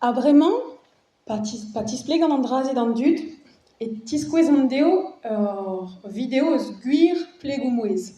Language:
Breton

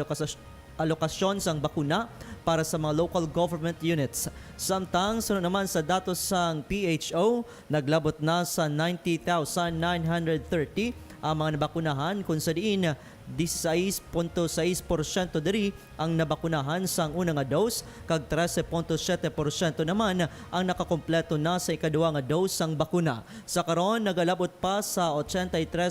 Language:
Hiligaynon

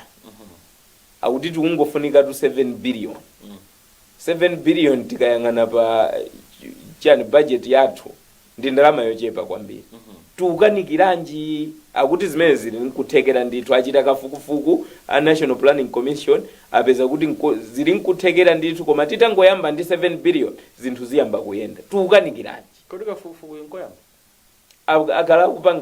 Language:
Nyanja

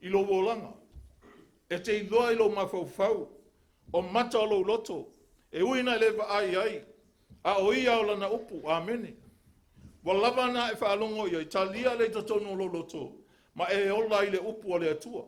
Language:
Samoan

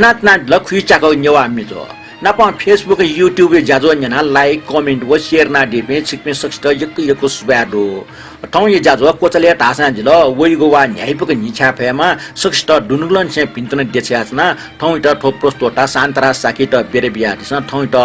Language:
Newari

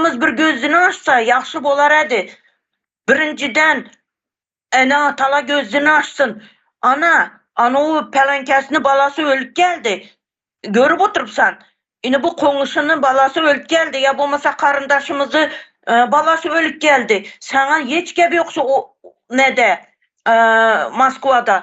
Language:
Turkmen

